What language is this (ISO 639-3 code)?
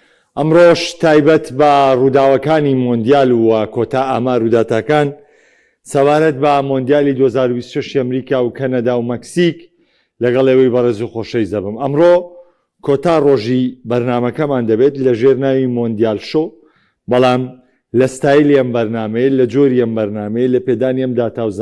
ckb